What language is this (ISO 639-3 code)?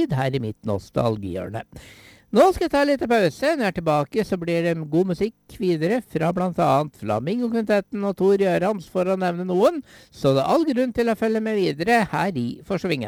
nor